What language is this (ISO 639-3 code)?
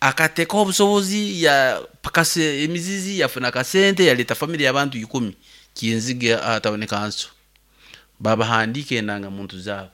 nyn